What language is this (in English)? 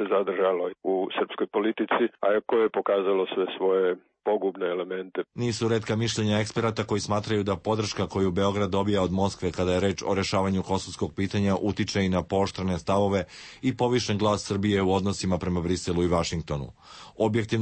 Serbian